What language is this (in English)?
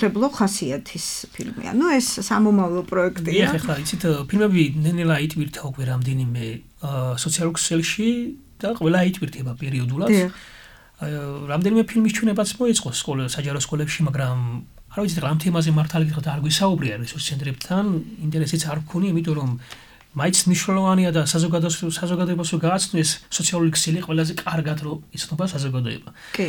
Georgian